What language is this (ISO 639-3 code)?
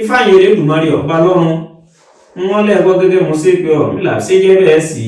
yor